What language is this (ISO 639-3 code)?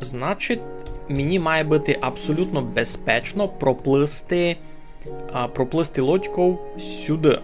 rue